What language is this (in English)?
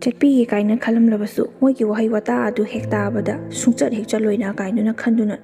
Manipuri